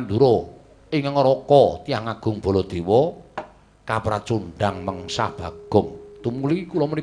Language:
Javanese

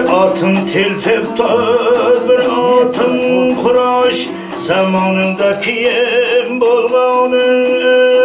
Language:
Kara-Kalpak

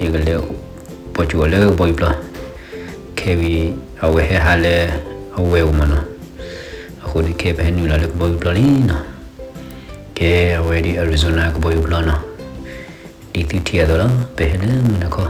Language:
S'gaw Karen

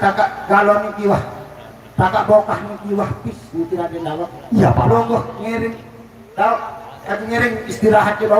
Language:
Sasak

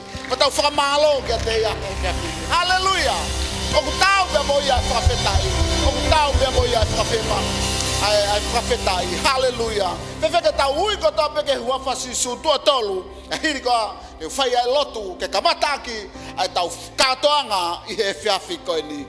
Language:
Tongan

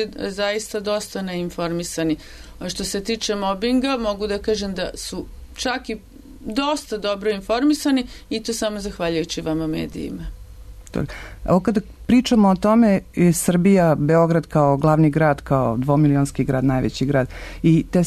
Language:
Serbian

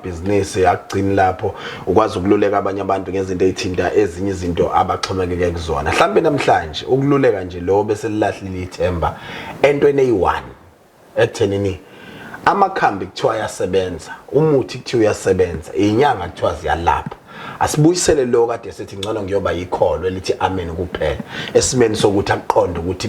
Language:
Zulu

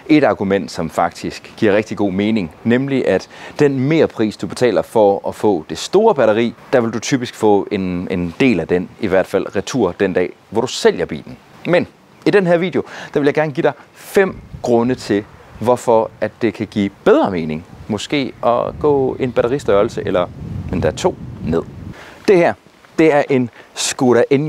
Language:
Danish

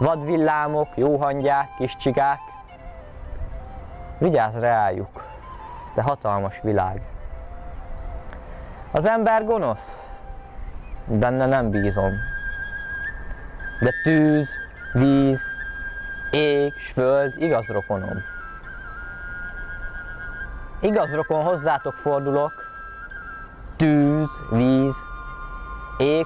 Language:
Hungarian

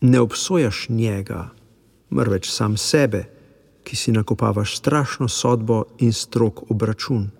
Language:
Slovenian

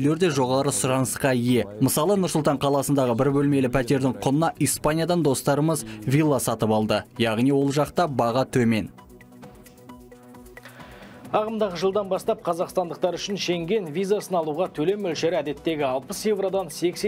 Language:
Kazakh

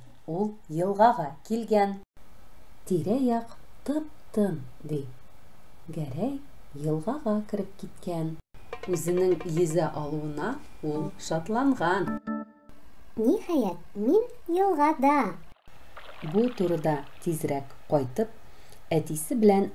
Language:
Tatar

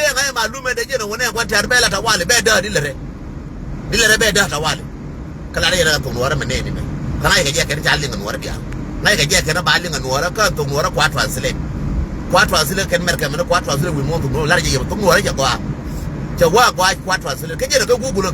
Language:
Nuer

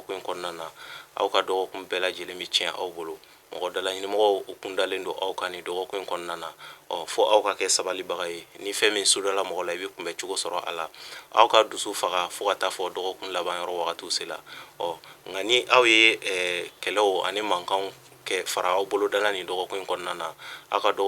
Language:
Bambara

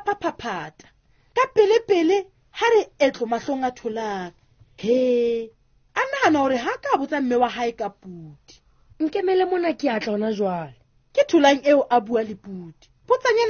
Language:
Southern Sotho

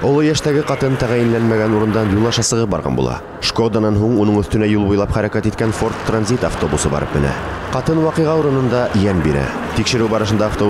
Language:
Bashkir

